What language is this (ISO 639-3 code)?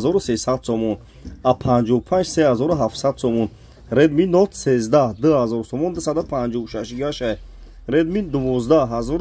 tgk